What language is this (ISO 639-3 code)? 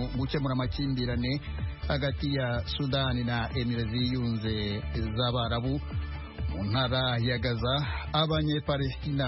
kin